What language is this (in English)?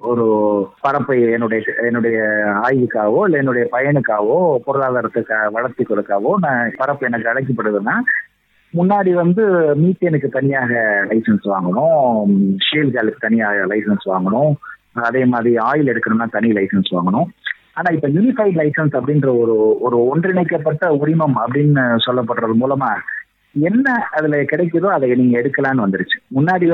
Tamil